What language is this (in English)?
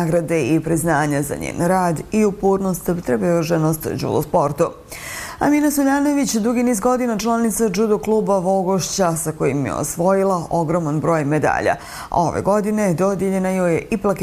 Bosnian